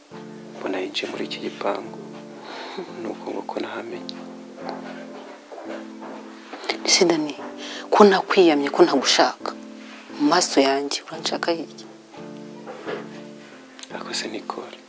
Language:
Kinyarwanda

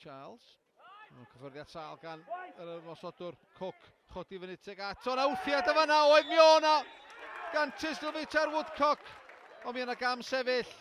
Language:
Welsh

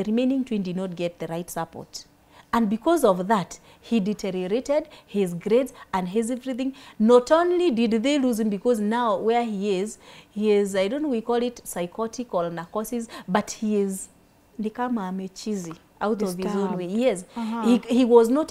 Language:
English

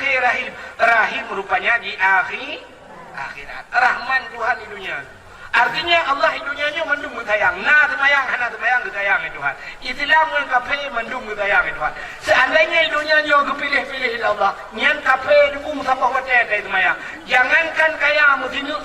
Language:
Achinese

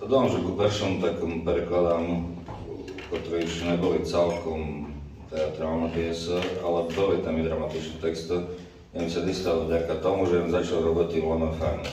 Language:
Rusyn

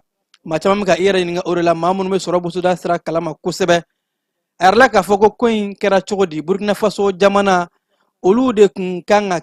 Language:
Bambara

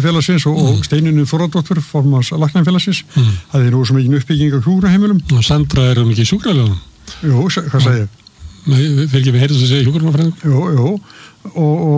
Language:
Icelandic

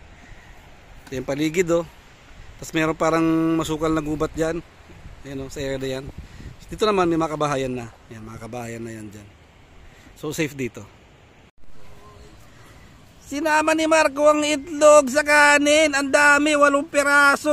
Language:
Filipino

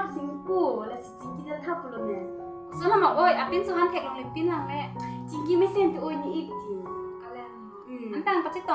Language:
Karbi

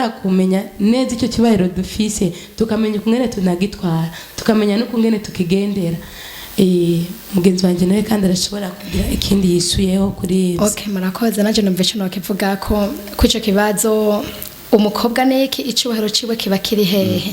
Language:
Rundi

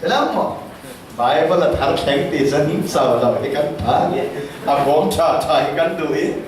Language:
Falam Chin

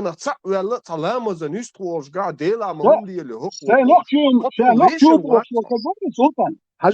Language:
Chechen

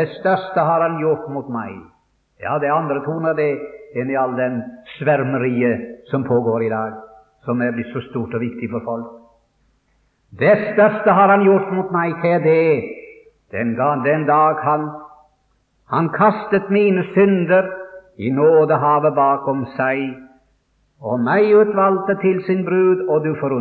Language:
Norwegian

